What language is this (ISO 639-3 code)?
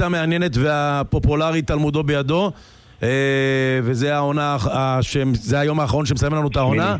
heb